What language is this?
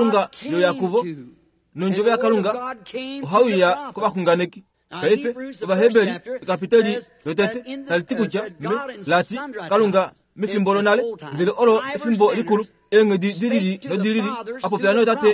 Kuanyama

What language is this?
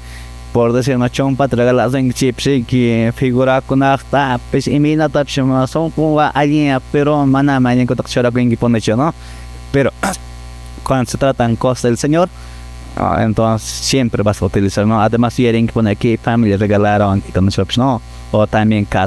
Quechua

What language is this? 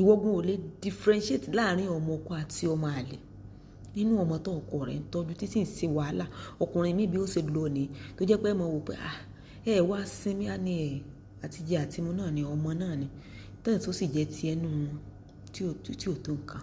Yoruba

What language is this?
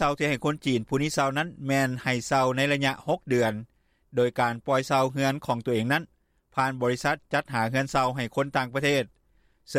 Lao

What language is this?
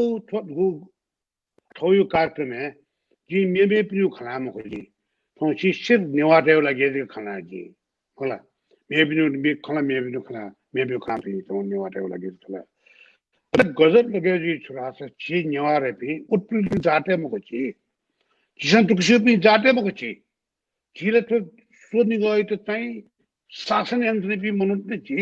Newari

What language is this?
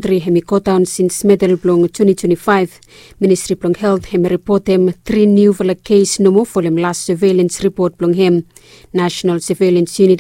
Bislama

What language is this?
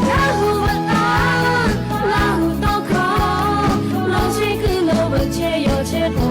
Lahu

